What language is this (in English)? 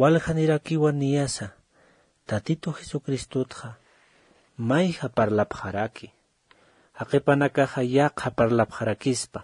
Aymara